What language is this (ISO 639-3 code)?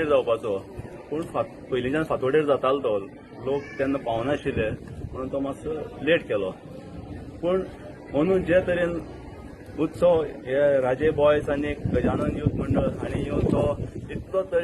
kok